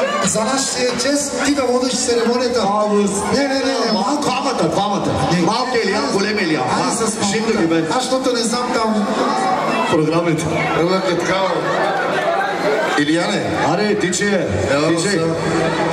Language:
Bulgarian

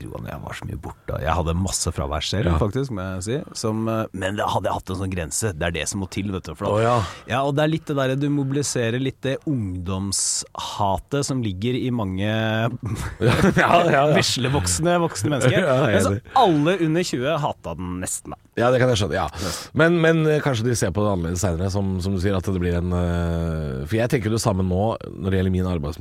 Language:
Norwegian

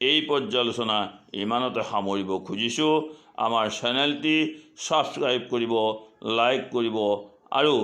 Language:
Assamese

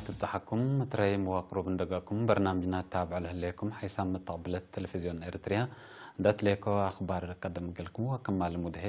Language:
Tigre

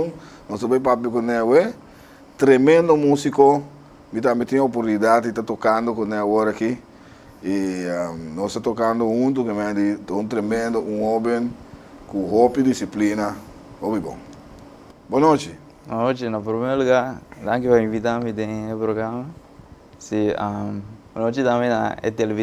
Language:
Papiamento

